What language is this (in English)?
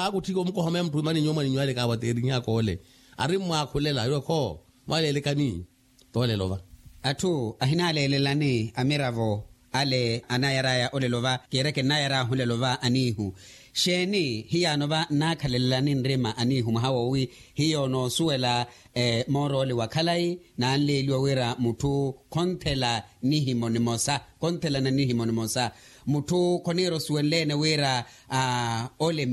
Makhuwa